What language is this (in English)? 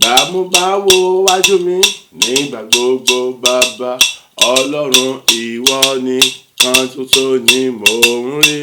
Yoruba